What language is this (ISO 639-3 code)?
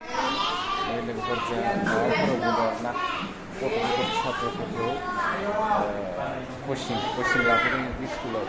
brx